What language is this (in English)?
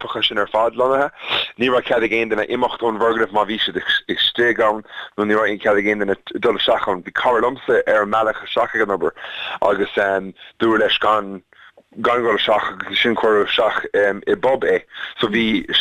Irish